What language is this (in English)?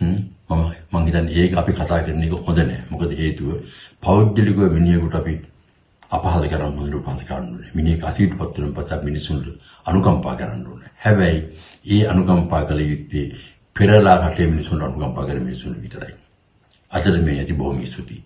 Sinhala